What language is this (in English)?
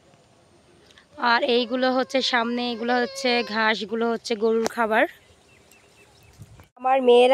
Bangla